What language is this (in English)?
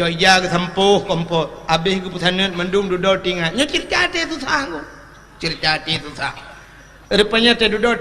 Achinese